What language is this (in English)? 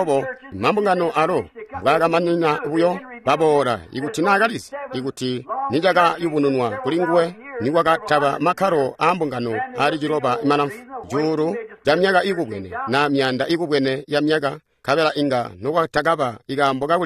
Tonga (Zambia)